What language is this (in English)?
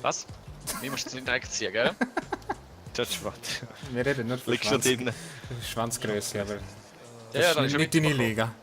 Swiss German